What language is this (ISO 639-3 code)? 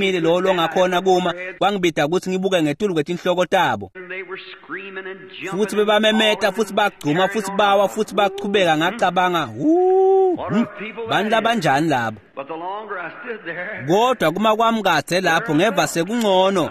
ssw